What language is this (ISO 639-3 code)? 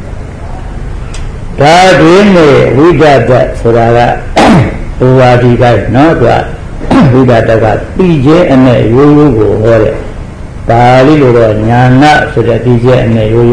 mya